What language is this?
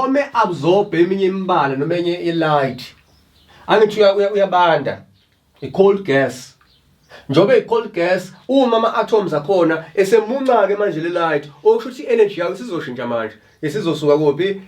Zulu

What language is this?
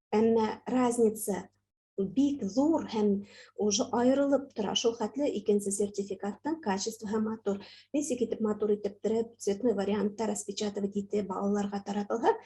Bashkir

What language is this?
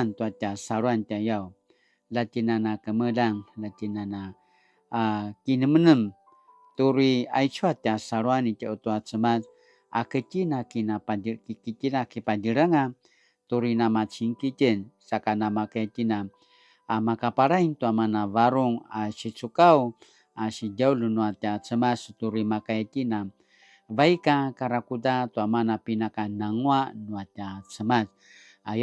Paiwan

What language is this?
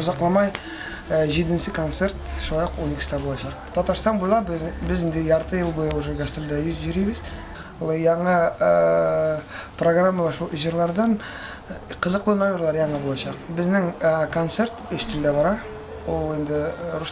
Tatar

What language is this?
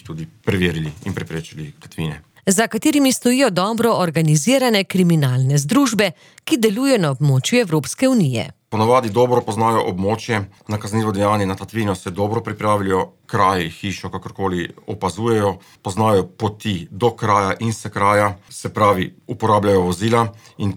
Slovenian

